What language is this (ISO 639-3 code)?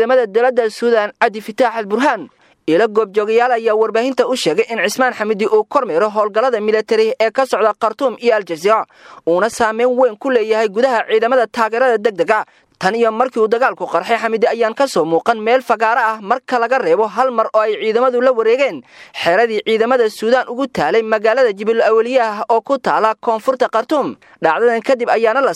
som